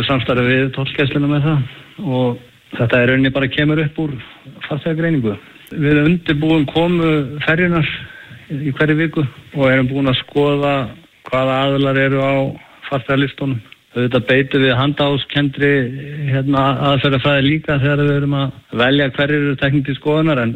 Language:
Icelandic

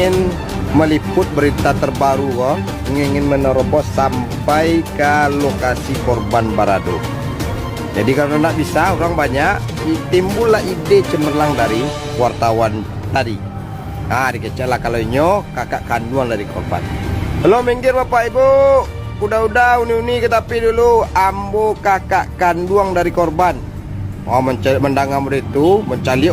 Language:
Minangkabau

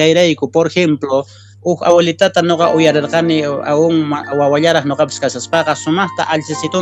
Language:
Quechua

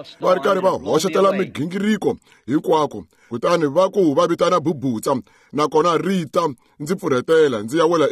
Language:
Tsonga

